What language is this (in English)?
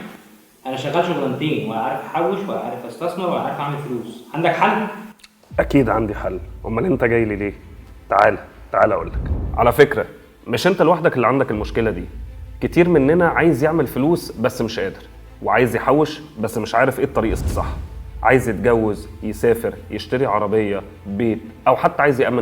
Egyptian Arabic